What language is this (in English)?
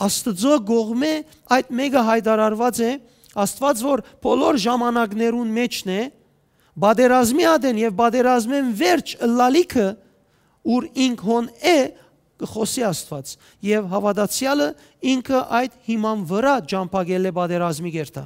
Western Armenian